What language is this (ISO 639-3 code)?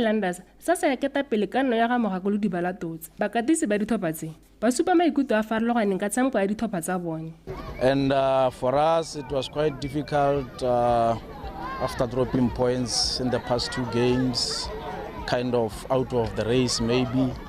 tsn